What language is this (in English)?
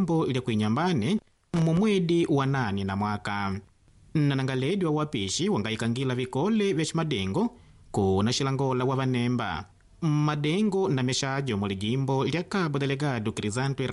Makonde